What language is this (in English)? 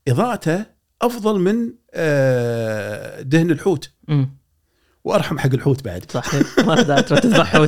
Gulf Arabic